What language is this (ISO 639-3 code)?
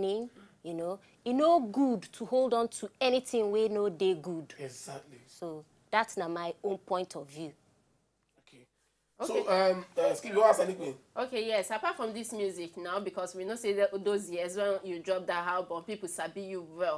pcm